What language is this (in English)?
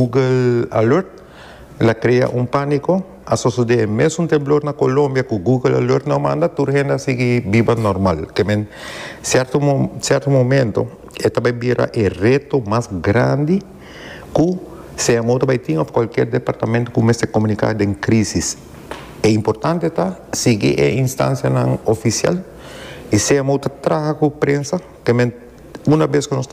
Papiamento